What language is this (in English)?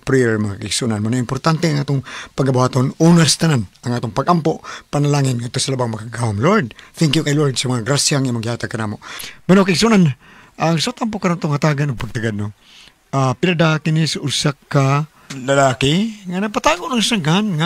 Cebuano